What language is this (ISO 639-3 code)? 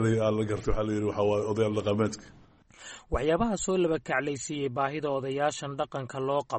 som